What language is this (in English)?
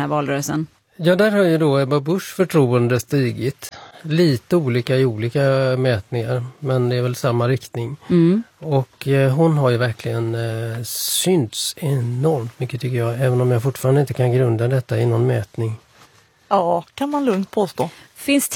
Swedish